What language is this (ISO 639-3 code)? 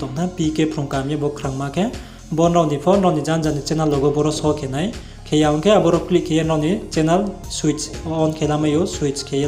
ria